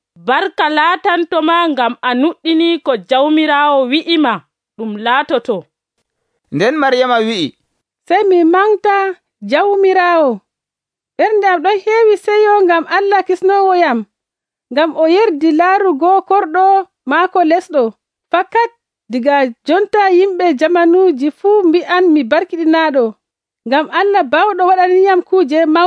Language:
Nigerian Fulfulde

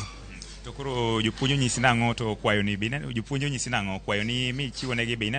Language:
Luo (Kenya and Tanzania)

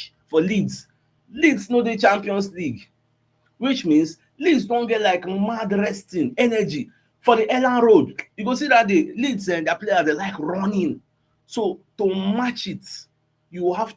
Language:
Nigerian Pidgin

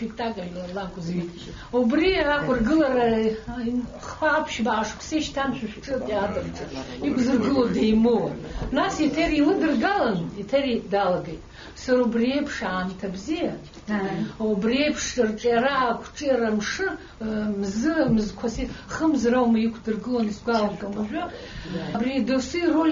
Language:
Abkhazian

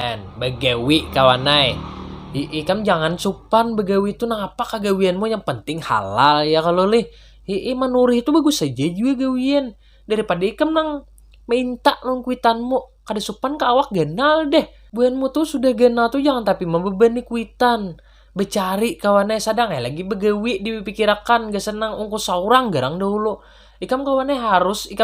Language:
Banjar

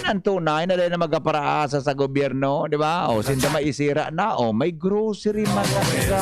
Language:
Bikol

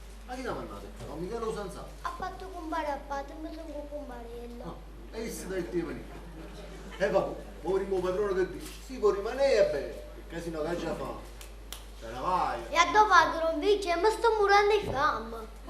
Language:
Neapolitan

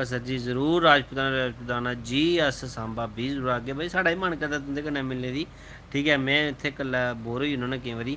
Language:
Dogri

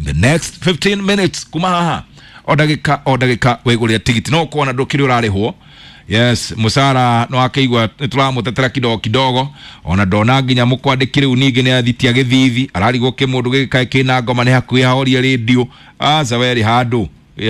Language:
Kikuyu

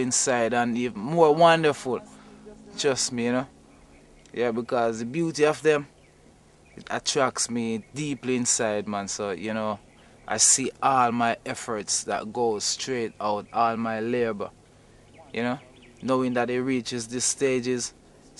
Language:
Jamaican Creole English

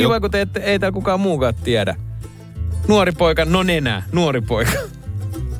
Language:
Finnish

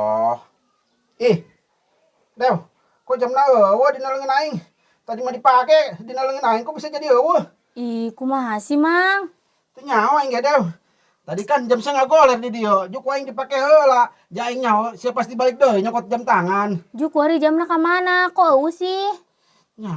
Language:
Sundanese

